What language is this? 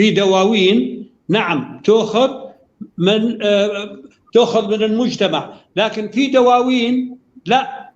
North Levantine Arabic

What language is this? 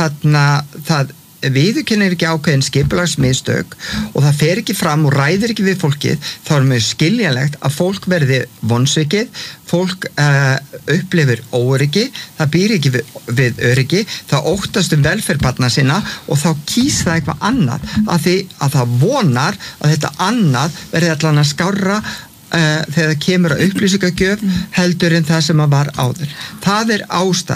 Icelandic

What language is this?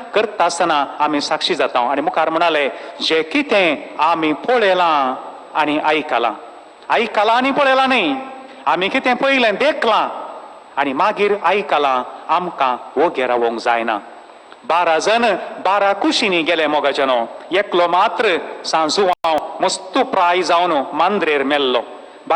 Konkani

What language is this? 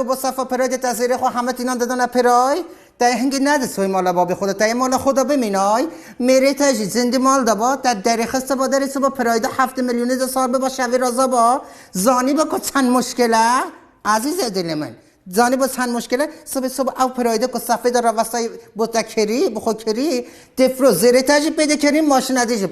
Kurdish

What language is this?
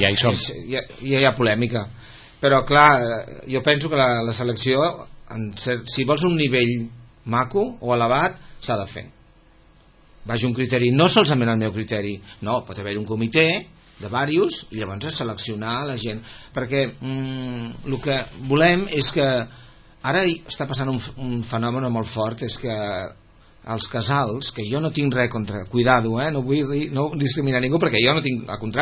Catalan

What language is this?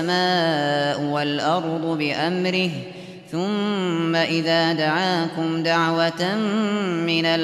Uyghur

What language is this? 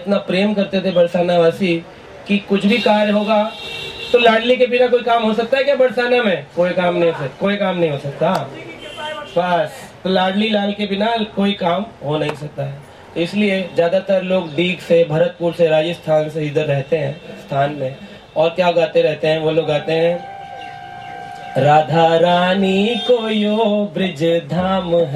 Hindi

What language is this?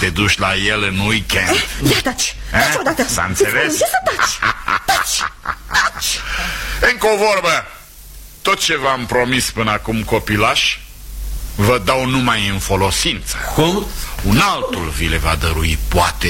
Romanian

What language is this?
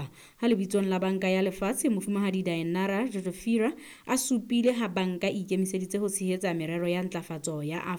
Southern Sotho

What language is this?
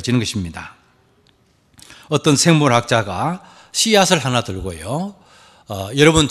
Korean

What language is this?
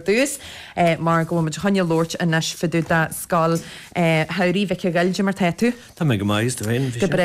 Irish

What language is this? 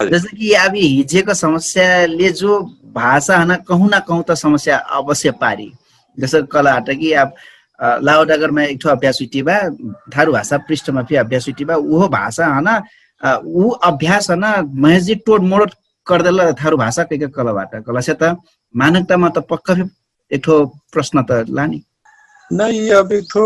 Dangaura Tharu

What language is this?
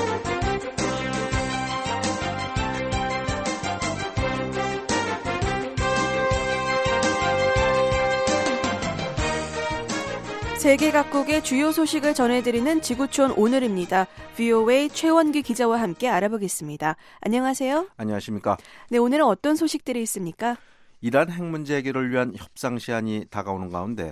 Korean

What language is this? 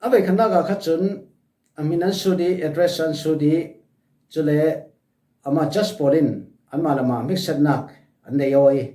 Falam Chin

